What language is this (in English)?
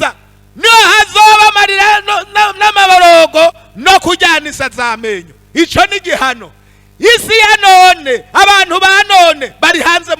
Rundi